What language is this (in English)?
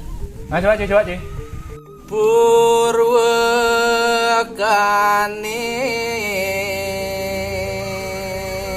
Balinese